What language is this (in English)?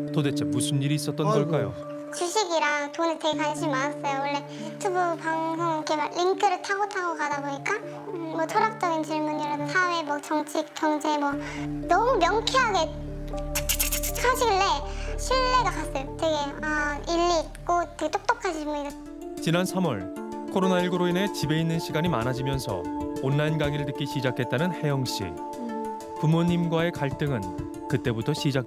Korean